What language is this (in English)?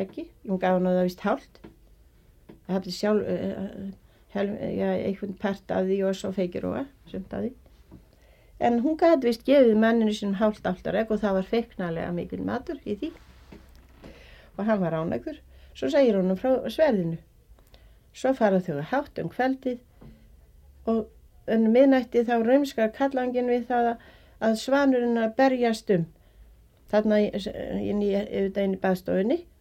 Icelandic